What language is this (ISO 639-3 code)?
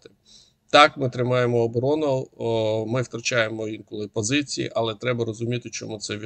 ukr